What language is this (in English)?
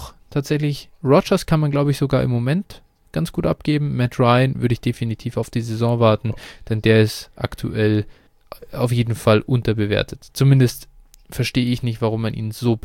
German